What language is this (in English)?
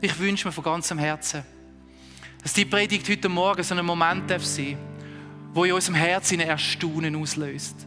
Swiss German